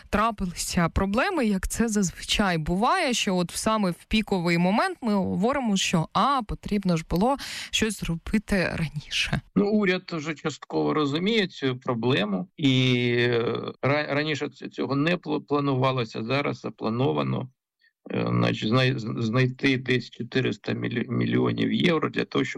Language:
Ukrainian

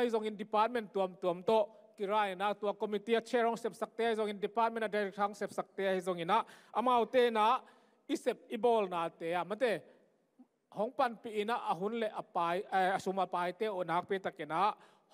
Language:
Tedim Chin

